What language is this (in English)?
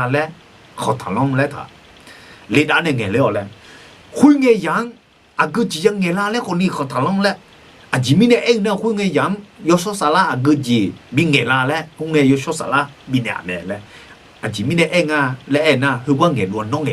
Akha